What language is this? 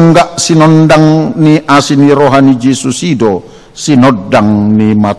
Batak Toba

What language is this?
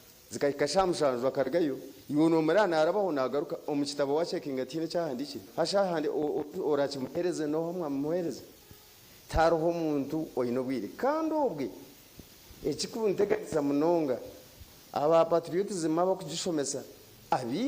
Nyankole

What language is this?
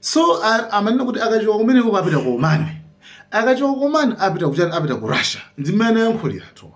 Nyanja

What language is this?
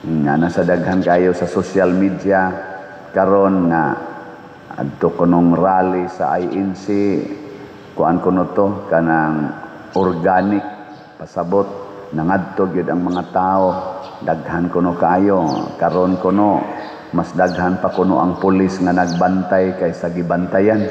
Cebuano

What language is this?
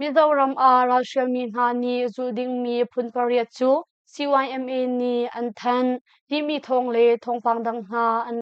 Hakha Chin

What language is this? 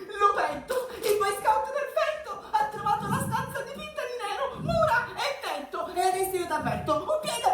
Sicilian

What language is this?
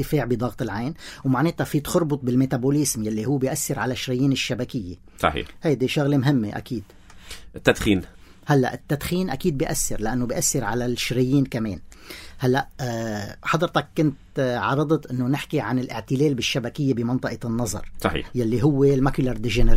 North Levantine Arabic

